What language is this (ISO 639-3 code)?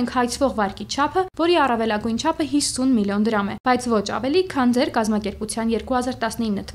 hye